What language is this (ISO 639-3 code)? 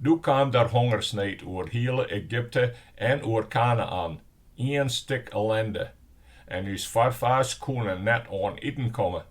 fry